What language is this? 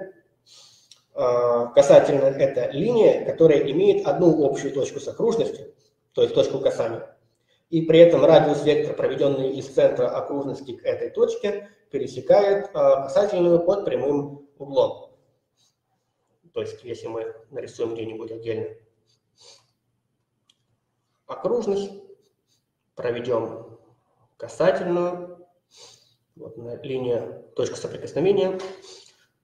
Russian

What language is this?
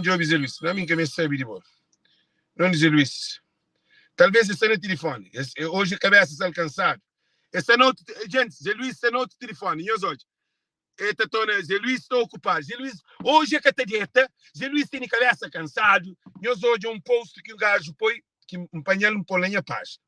Kabuverdianu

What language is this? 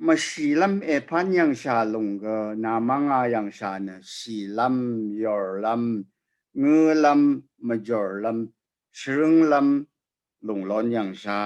Rawang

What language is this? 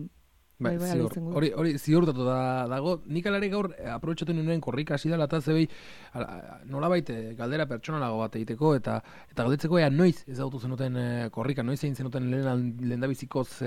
Basque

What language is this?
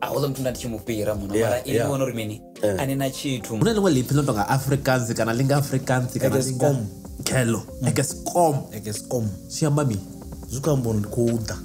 Venda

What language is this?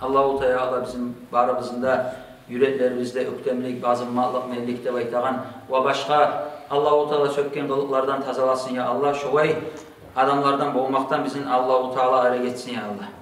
Kumyk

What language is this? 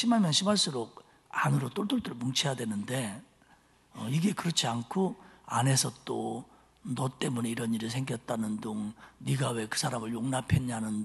Korean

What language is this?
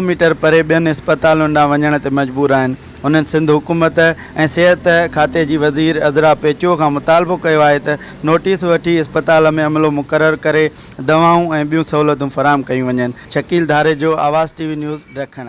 Sindhi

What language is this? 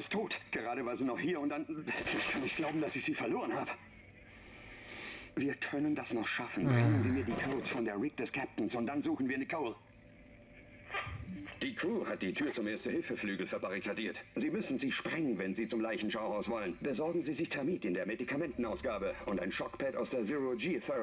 German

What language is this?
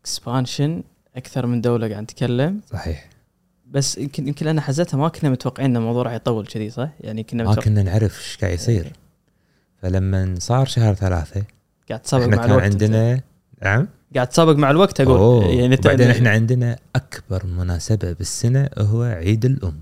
Gulf Arabic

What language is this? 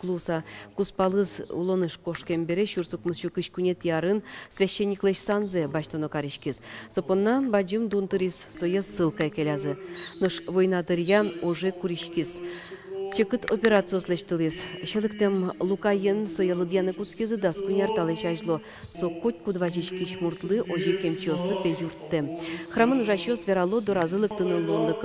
Udmurt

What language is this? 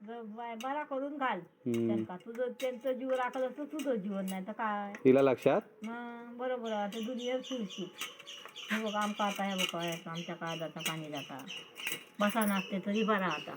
Konkani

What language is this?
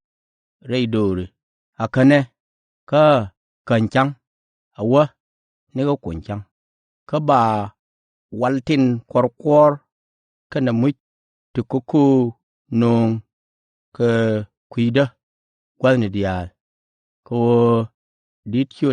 Nuer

